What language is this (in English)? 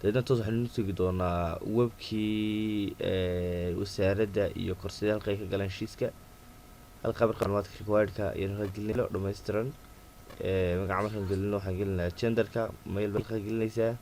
Somali